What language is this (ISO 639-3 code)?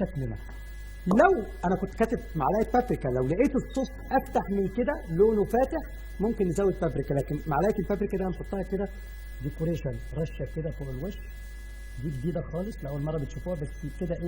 arz